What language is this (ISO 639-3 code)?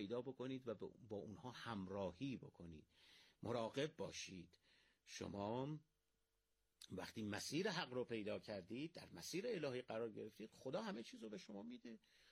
fas